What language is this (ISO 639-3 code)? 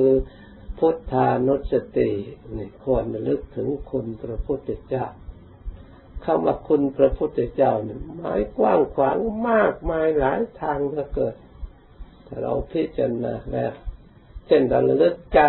tha